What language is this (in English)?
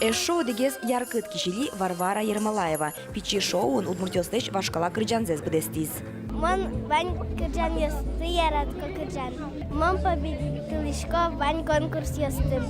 Udmurt